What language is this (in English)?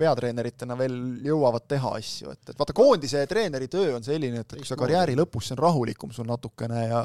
Estonian